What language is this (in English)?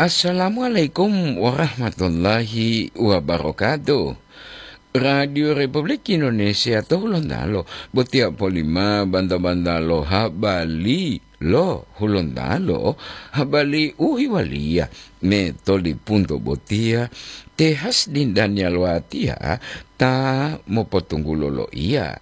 Gorontalo